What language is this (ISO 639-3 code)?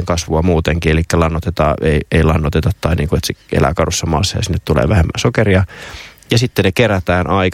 fin